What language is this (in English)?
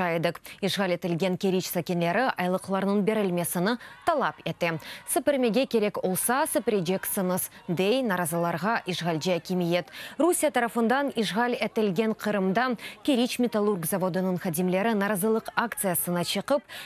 Crimean Tatar